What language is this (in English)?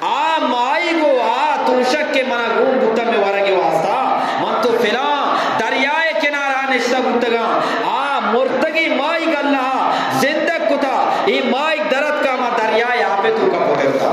Eastern Balochi